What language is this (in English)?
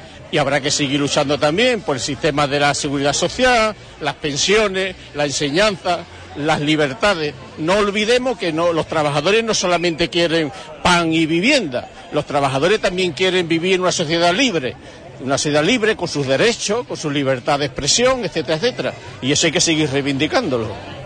Spanish